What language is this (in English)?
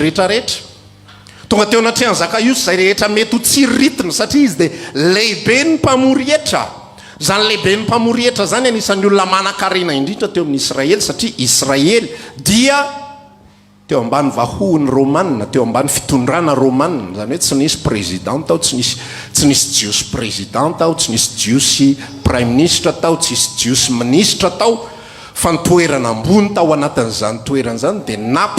Malagasy